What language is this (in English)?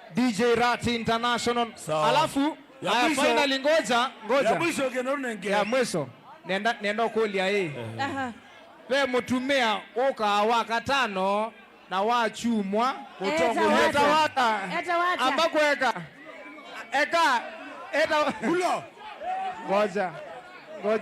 Kamba